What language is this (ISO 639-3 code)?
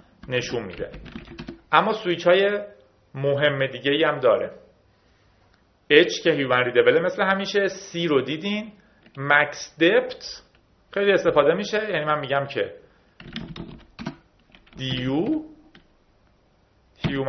fas